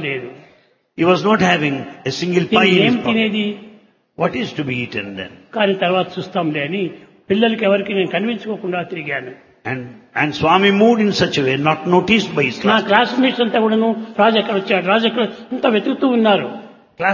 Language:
Telugu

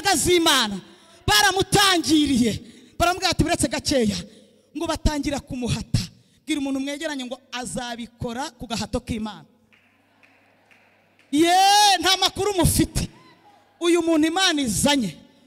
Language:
Kinyarwanda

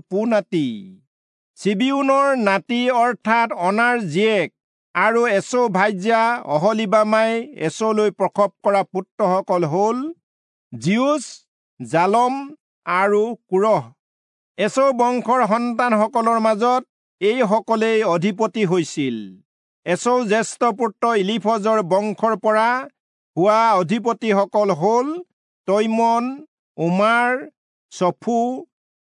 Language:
Assamese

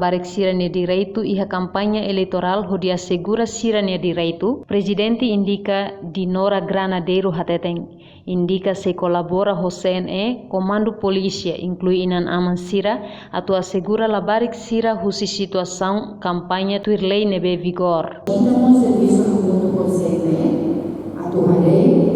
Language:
Tetum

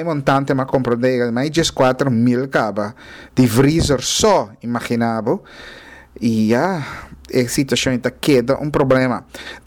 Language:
Papiamento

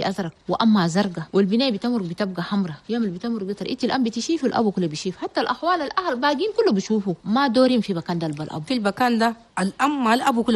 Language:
Chadian Arabic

